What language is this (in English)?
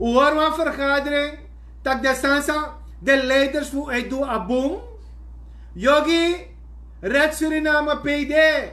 Sranan Tongo